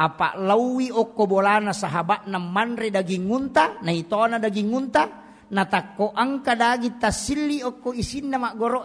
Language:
Buginese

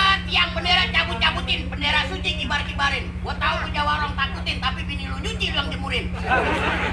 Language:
Betawi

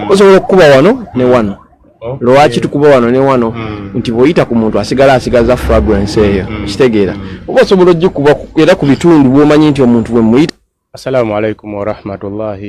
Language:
Ganda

